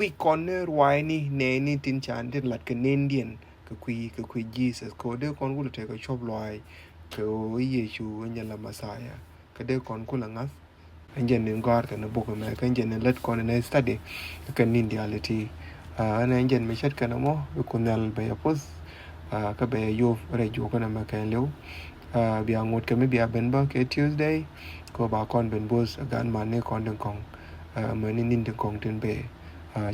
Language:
Nuer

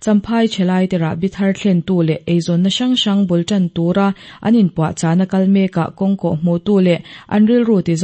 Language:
Mizo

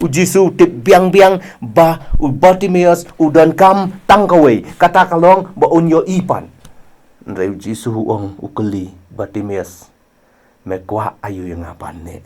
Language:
Khasi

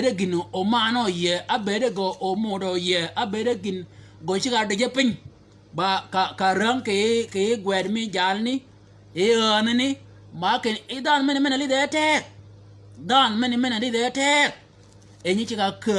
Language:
Shilluk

